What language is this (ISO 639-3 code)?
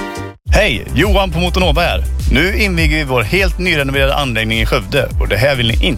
swe